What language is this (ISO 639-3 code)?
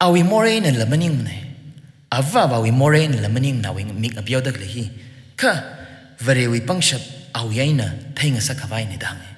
nmf